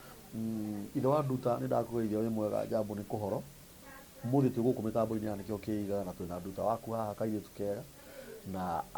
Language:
Kikuyu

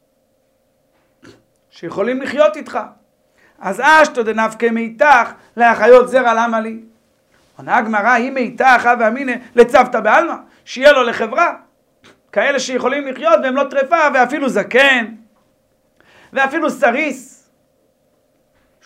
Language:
Hebrew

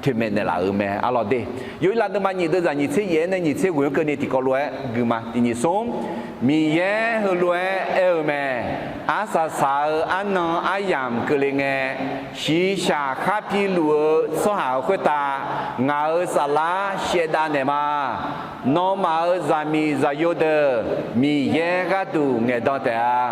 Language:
Akha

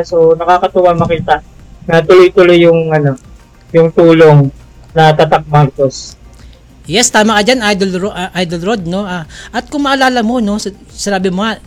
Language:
Filipino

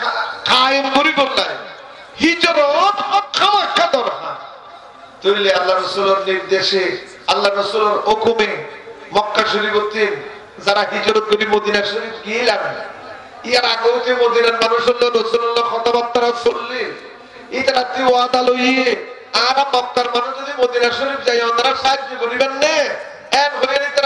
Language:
Rohingya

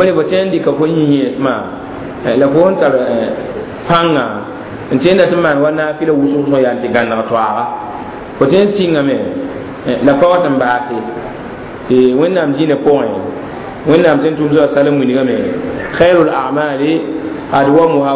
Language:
Mossi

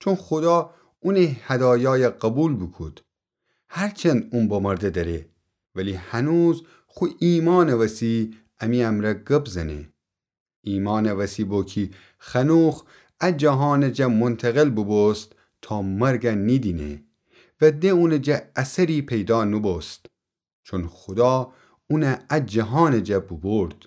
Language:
Gilaki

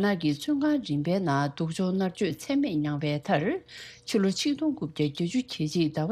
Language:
Tibetan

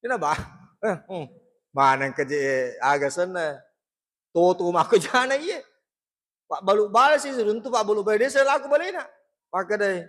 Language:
Buginese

